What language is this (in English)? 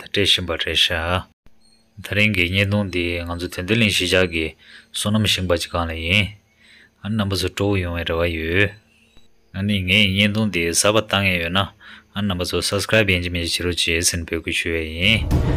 Tibetan